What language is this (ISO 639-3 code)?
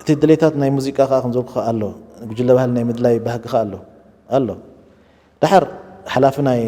tir